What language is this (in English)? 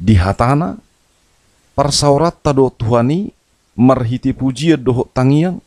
Batak Toba